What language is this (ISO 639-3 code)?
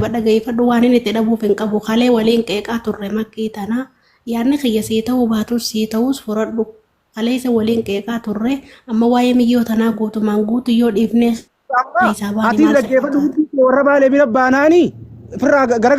orm